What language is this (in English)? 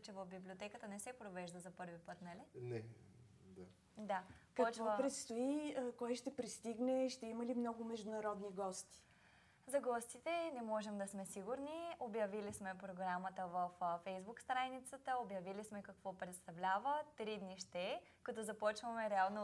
Bulgarian